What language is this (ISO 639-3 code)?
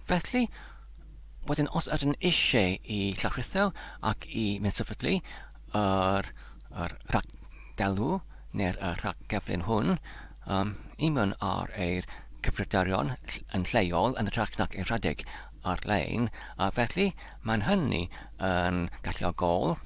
cym